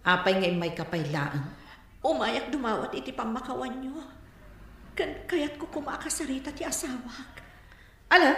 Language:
Iloko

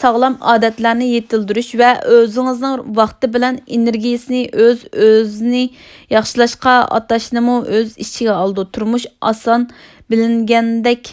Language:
Uyghur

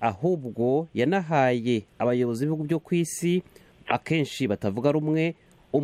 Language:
Kinyarwanda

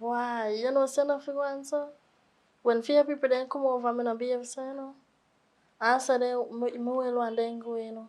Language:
Jamaican Creole English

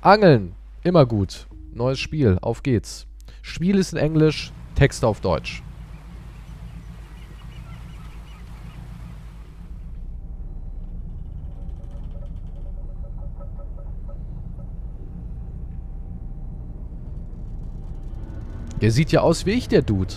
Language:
German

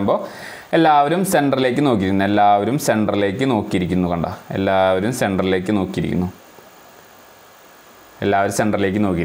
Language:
Malayalam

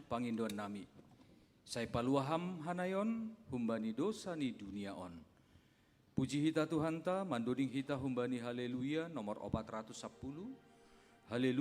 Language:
Batak Simalungun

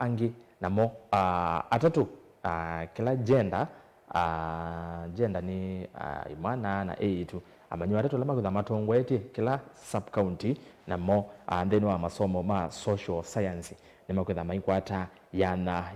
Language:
Kamba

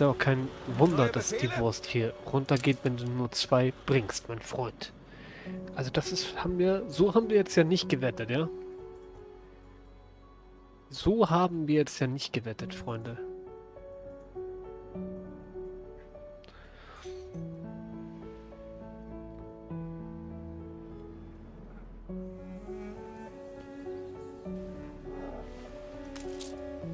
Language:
German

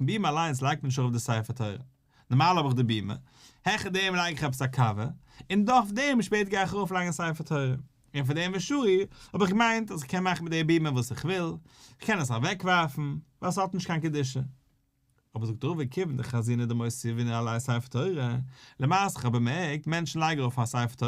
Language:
Yiddish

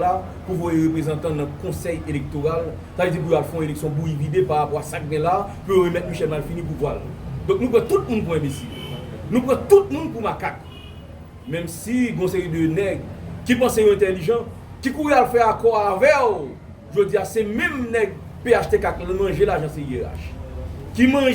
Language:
Haitian Creole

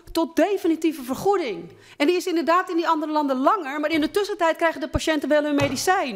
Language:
Dutch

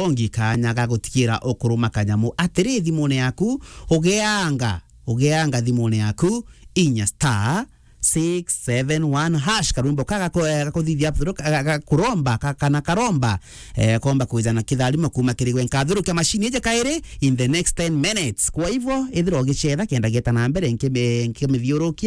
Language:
Meru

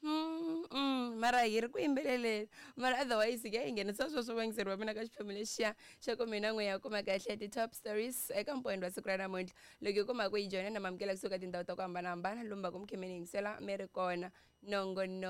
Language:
Tsonga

